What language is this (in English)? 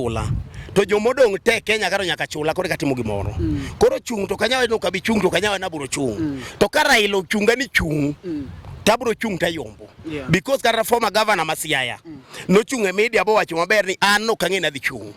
Luo (Kenya and Tanzania)